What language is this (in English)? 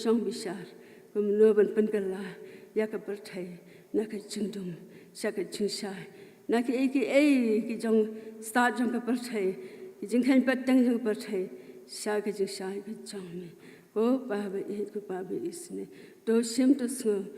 Khasi